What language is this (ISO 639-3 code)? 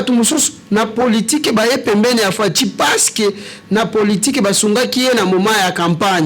lin